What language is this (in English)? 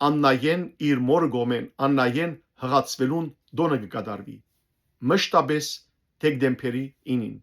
Western Armenian